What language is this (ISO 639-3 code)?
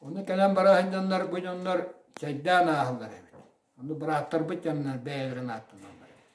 sah